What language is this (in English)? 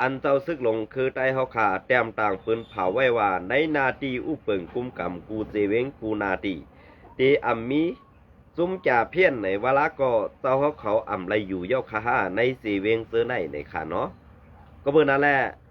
Shan